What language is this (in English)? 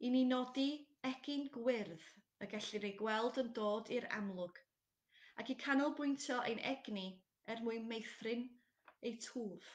Welsh